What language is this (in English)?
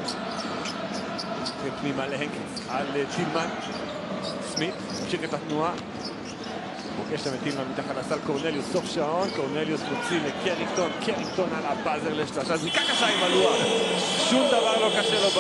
Hebrew